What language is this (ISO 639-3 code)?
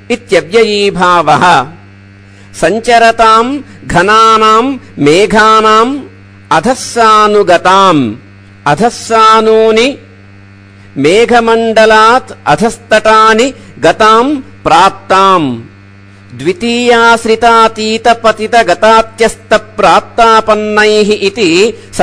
san